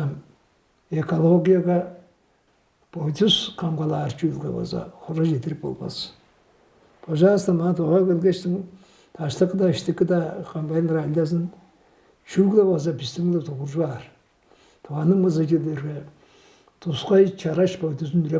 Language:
Tuvinian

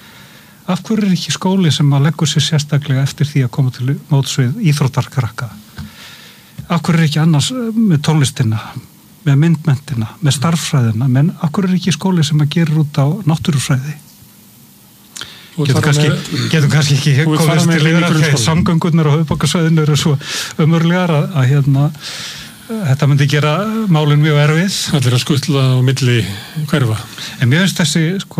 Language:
Icelandic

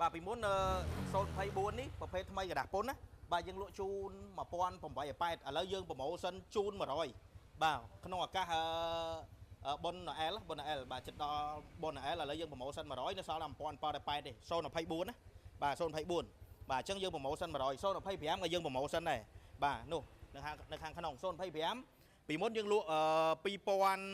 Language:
Khmer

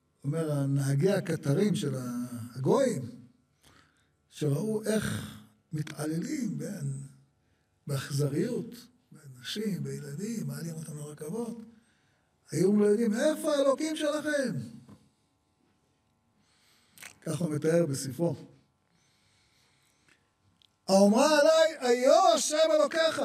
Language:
Hebrew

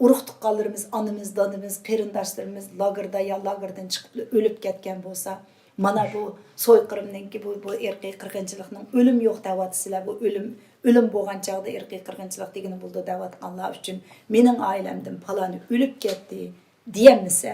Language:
Uyghur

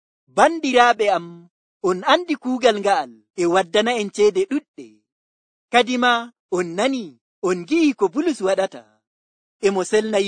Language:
Nigerian Fulfulde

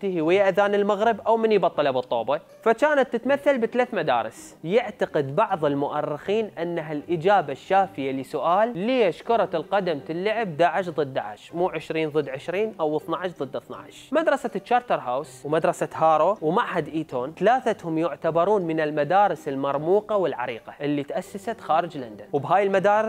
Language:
Mesopotamian Arabic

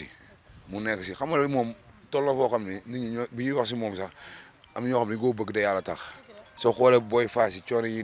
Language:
Wolof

